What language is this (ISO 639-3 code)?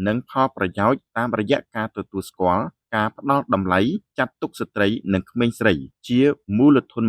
khm